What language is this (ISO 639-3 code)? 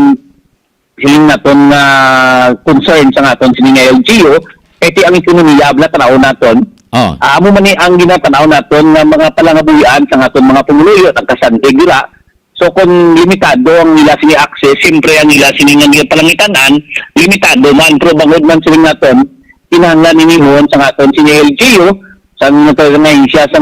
hil